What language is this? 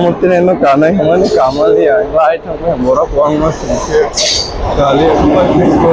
Kok Borok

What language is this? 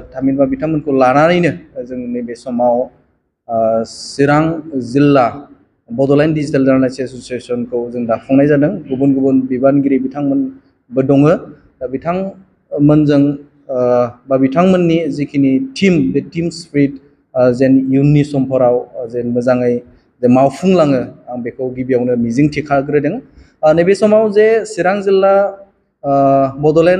Bodo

